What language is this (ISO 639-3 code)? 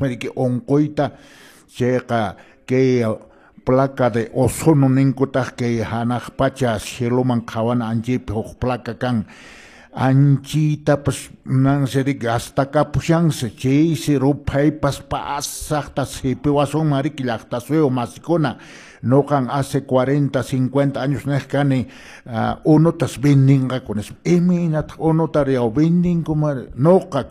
que